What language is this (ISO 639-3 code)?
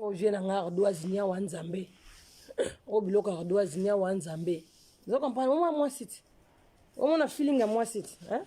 lin